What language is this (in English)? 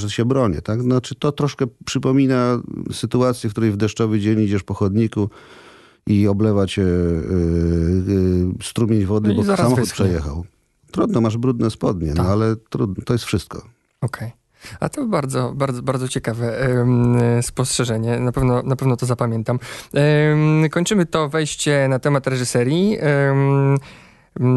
Polish